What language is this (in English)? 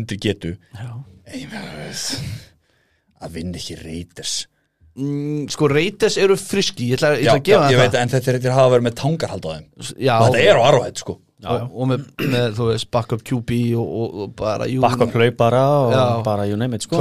Icelandic